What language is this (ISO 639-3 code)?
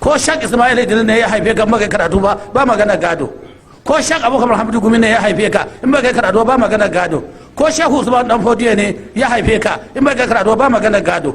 hau